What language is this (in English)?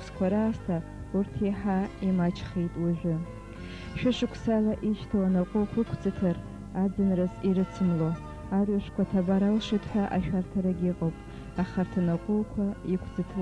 Abkhazian